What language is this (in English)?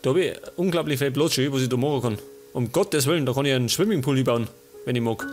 Bavarian